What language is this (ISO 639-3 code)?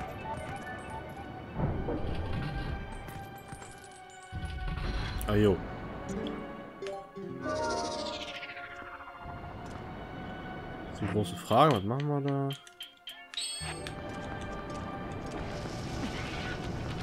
deu